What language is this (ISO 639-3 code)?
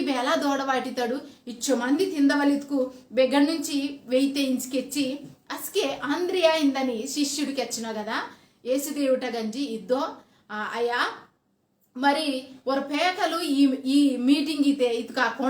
kff